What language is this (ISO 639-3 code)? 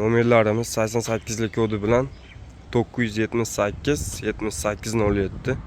uzb